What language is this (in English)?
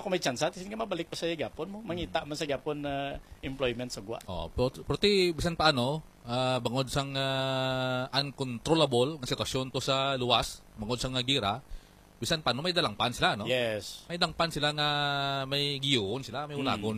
Hiligaynon